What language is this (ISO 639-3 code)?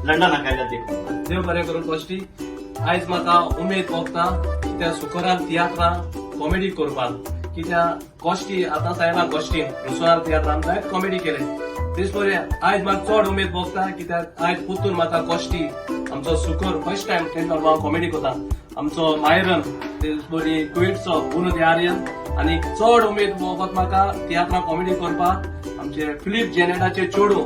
kok